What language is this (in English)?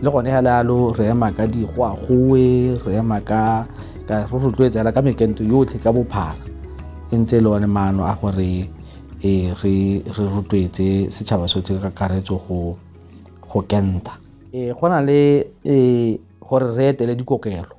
Tswana